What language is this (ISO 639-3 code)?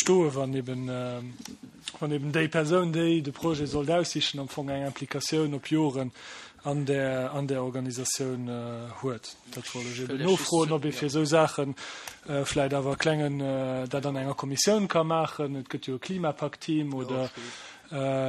ltz